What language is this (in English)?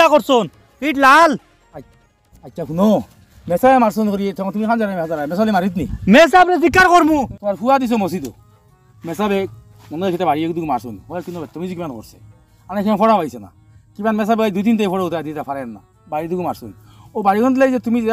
Sylheti